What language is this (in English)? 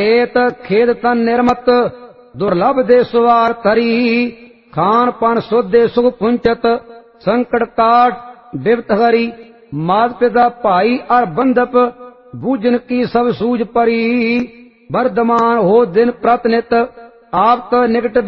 Punjabi